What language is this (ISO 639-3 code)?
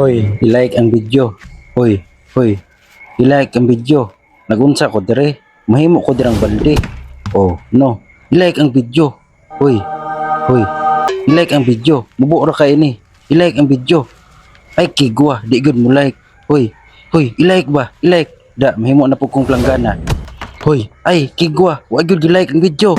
ceb